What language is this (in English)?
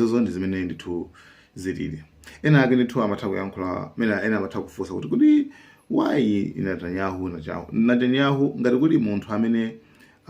Nyanja